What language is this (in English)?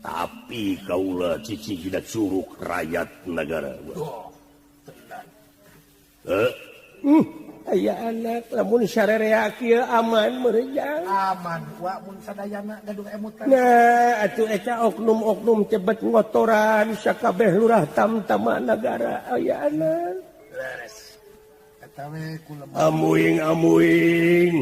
Sundanese